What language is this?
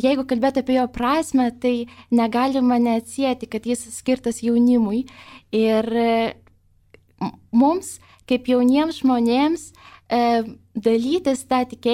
Lithuanian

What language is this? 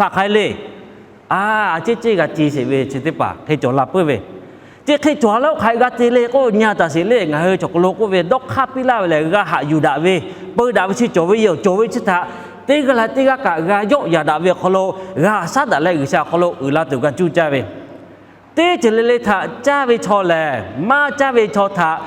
Lahu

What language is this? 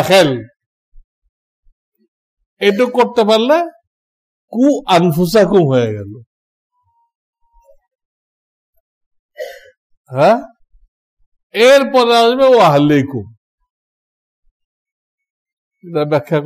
Bangla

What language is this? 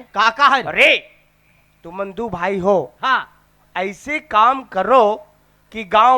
Chhattisgarhi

